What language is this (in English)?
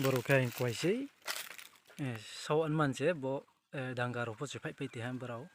Riang (India)